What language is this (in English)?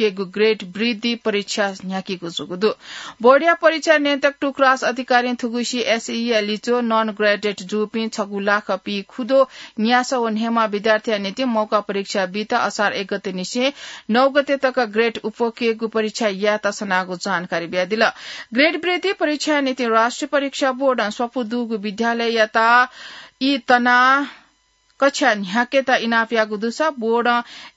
Newari